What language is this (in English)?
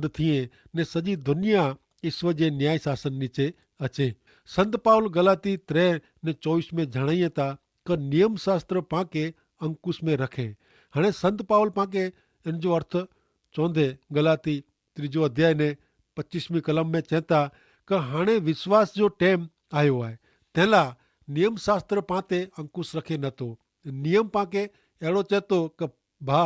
Kachhi